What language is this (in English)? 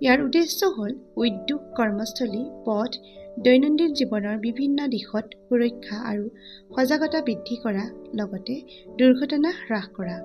Assamese